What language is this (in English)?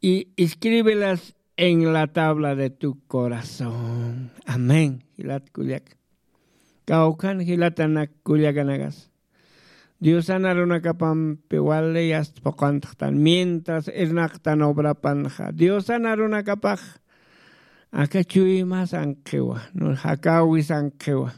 Aymara